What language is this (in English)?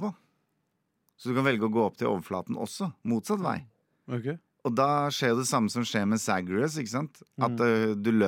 Norwegian